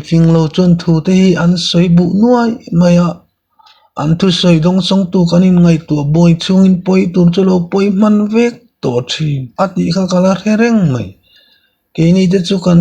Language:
Mizo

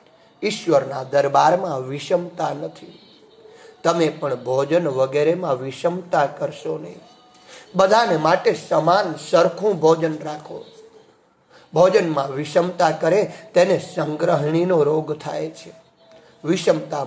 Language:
Gujarati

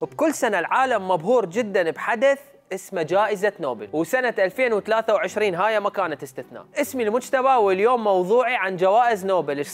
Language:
Mesopotamian Arabic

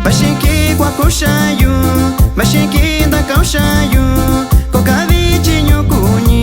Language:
Metlatónoc Mixtec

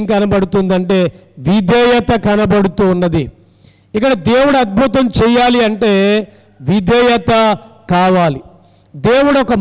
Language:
Telugu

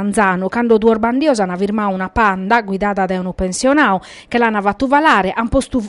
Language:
Sardinian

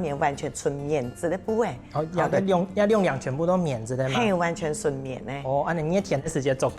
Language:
Hakka Chinese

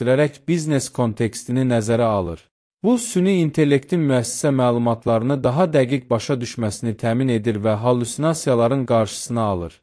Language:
Azerbaijani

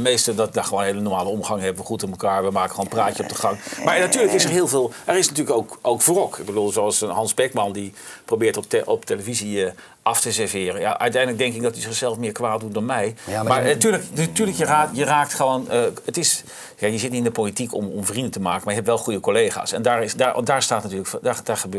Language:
Dutch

